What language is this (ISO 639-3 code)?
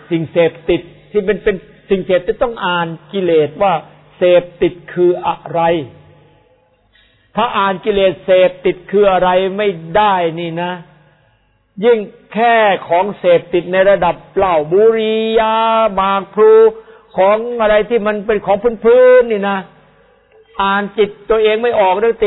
tha